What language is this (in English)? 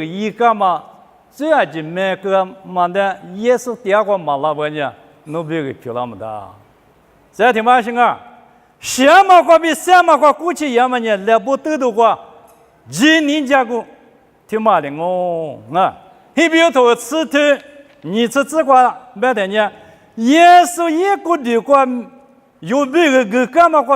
Lisu